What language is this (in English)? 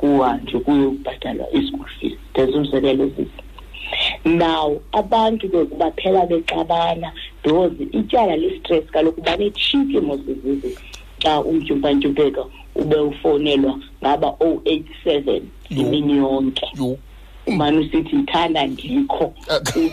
Xhosa